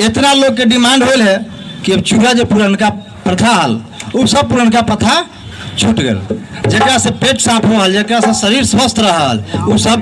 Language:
Magahi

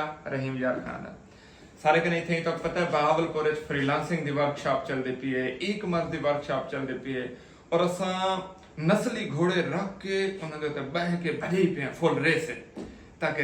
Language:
Saraiki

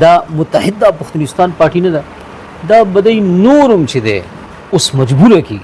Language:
Pashto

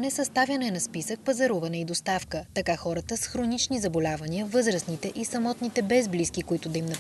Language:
Bulgarian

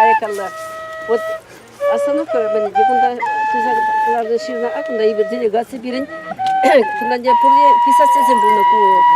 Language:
Chuvash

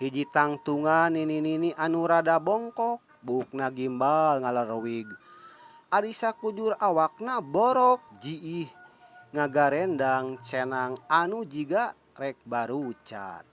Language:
Sundanese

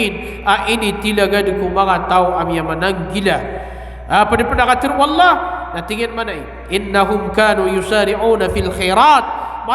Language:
Maranao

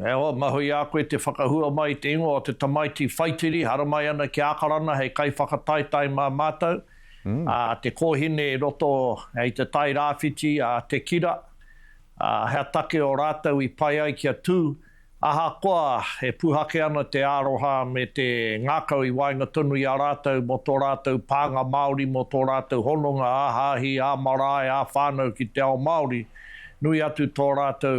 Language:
Māori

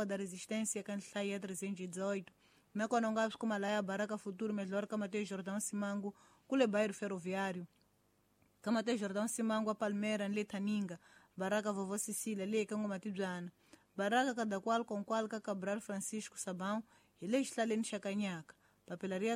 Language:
Tsonga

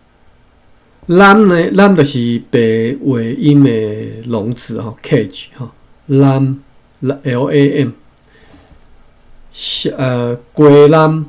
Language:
Min Nan Chinese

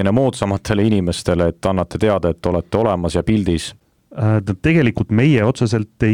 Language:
Estonian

